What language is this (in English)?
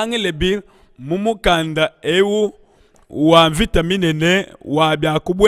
Luba-Lulua